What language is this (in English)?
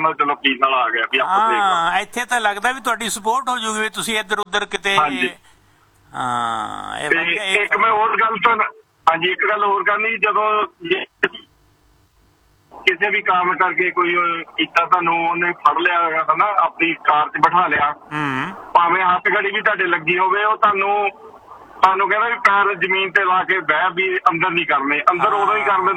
Punjabi